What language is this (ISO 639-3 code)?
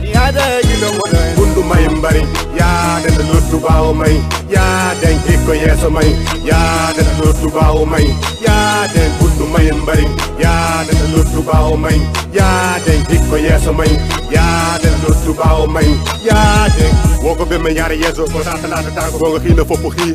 ful